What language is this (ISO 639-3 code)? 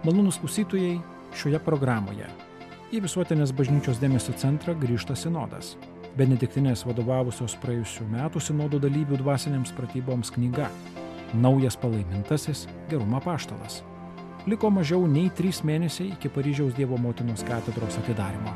lit